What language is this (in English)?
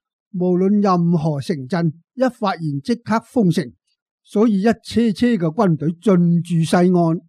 Cantonese